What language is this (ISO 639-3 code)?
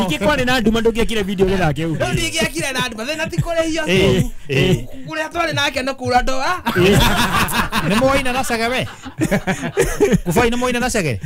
kik